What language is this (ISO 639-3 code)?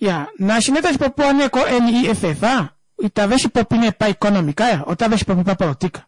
kua